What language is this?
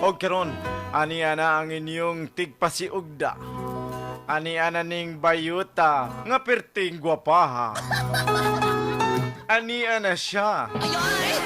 Cebuano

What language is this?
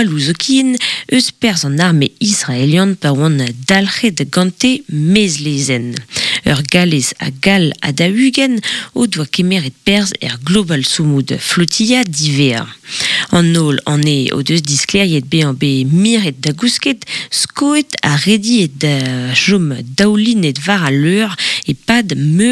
Breton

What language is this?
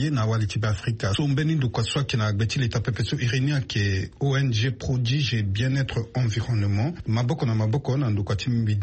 Sango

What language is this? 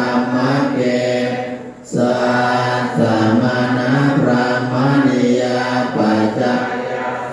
Pali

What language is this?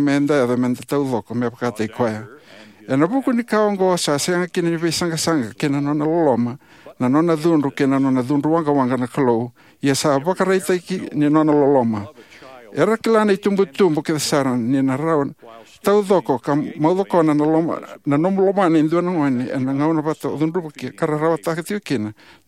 Fijian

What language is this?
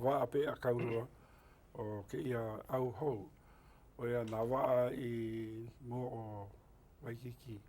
Hawaiian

